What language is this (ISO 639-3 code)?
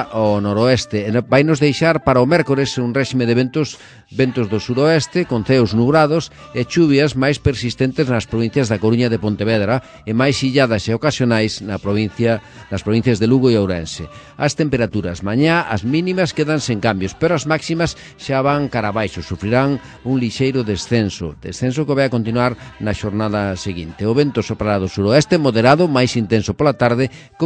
glg